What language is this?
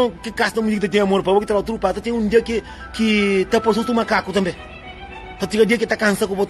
Kabuverdianu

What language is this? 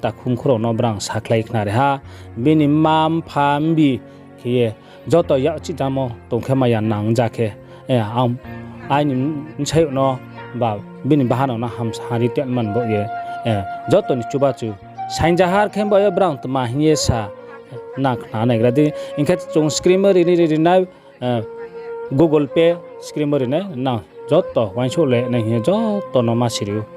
Riang (India)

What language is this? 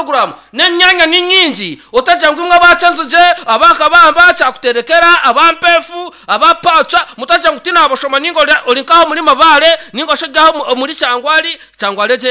Nyankole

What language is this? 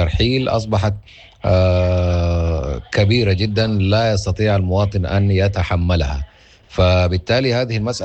Sudanese Arabic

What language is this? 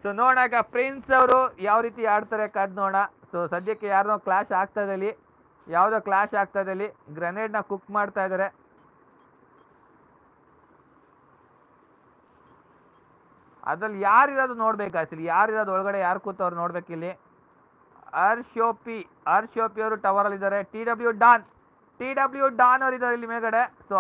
Kannada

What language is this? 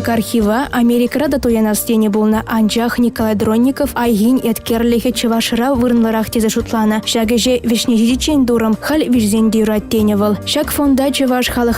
Chuvash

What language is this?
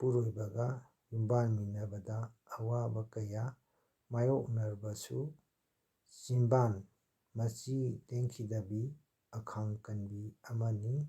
Manipuri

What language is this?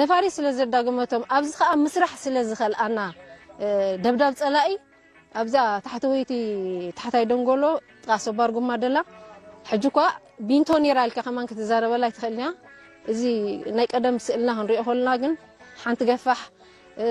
Tigrinya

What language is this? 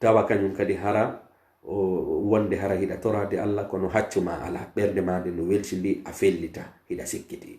Pular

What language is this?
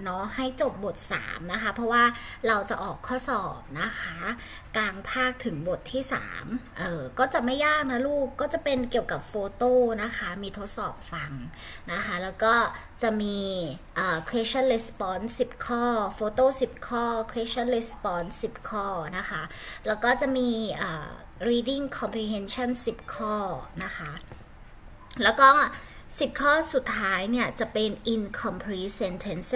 Thai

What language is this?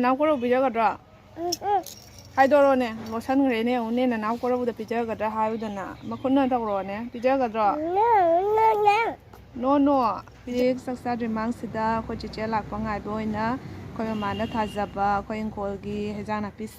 Manipuri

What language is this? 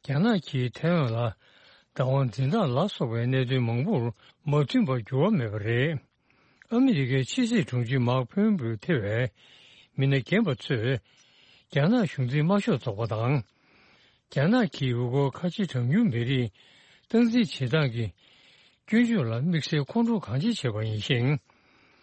Tibetan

